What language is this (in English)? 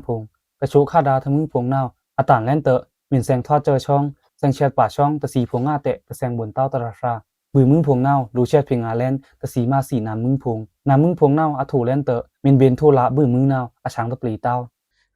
Pa'o Karen